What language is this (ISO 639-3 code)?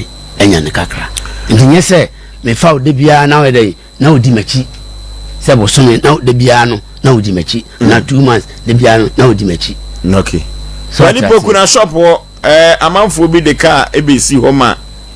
aka